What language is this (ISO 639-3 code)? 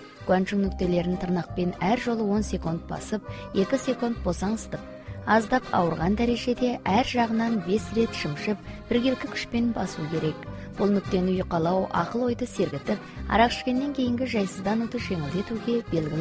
kaz